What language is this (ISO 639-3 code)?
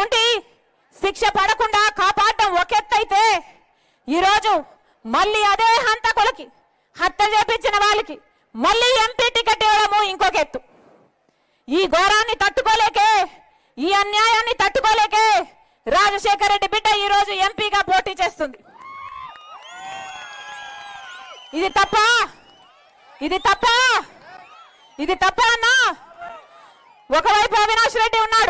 tel